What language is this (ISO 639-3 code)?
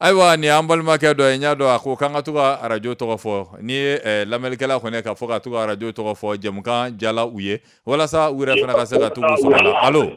bam